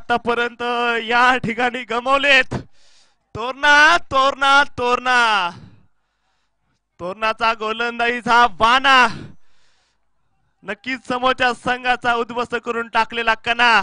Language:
Marathi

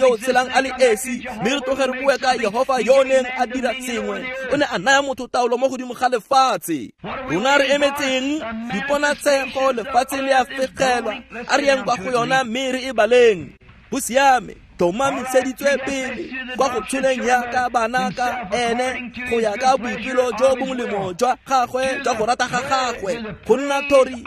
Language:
Tswana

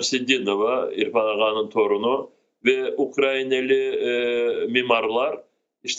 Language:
Crimean Tatar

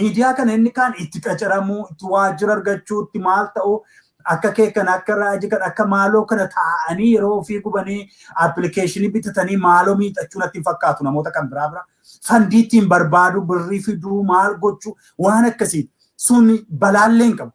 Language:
Oromo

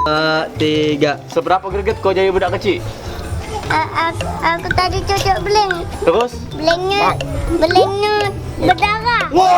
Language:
Musi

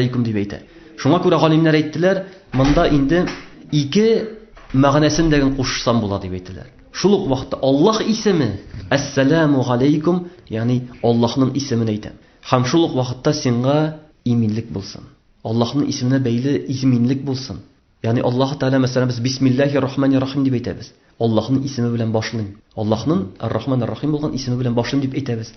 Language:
Tatar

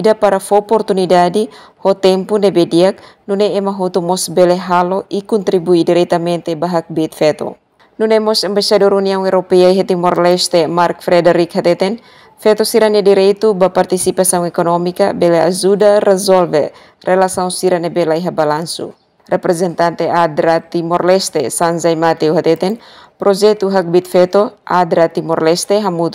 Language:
Tetum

